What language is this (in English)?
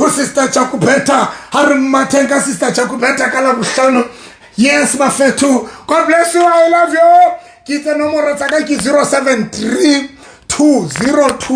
Southern Sotho